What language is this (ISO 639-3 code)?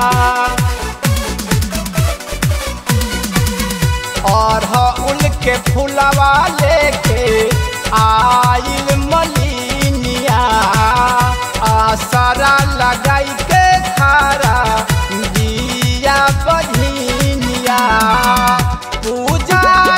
bho